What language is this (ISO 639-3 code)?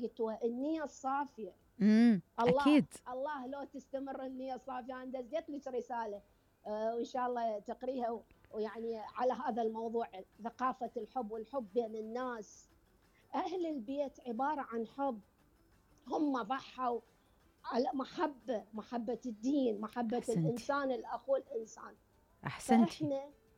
acm